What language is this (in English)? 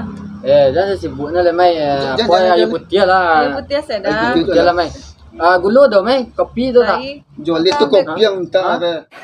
Minangkabau